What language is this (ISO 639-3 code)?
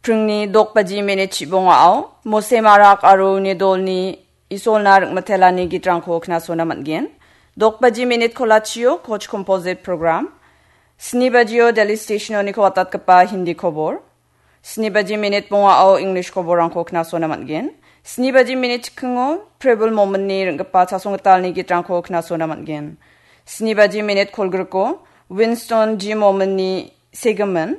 grt